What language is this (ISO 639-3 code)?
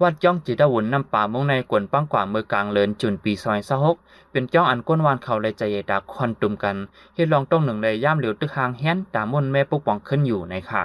shn